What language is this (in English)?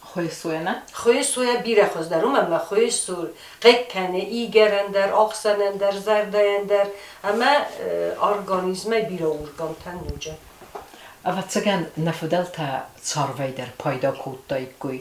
Ossetic